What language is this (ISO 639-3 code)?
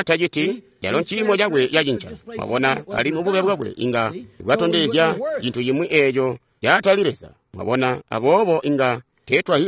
toi